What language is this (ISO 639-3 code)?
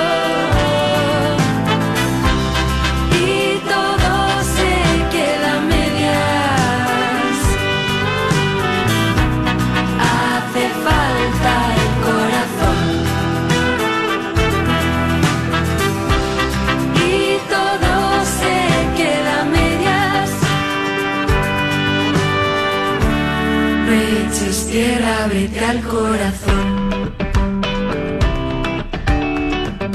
spa